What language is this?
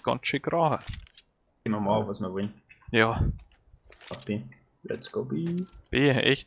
Bavarian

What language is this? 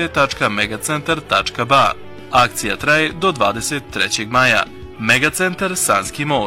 Bosnian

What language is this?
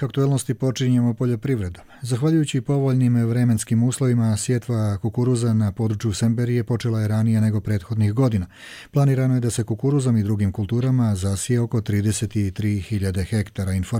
Croatian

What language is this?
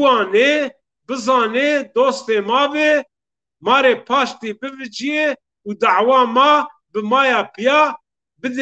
Zaza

